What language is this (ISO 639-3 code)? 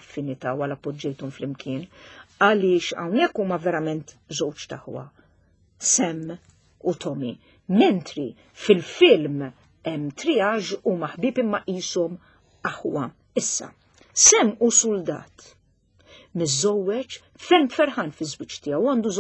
mlt